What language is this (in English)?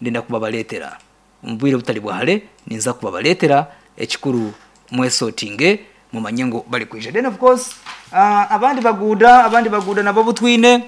Nyankole